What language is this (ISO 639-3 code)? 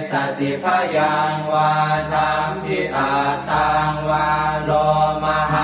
pli